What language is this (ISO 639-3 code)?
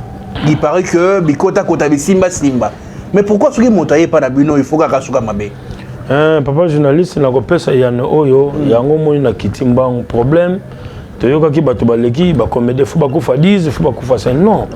lin